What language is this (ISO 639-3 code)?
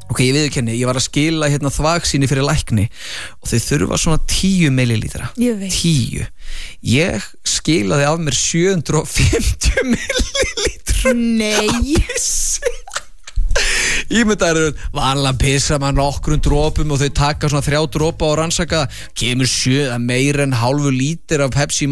isl